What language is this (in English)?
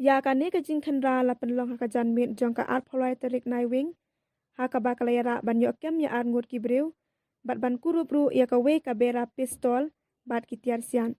Khasi